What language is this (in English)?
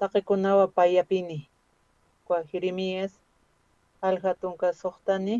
Aymara